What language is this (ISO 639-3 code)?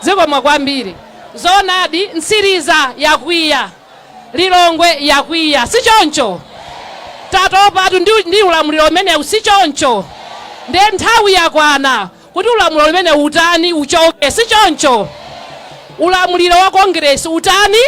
nya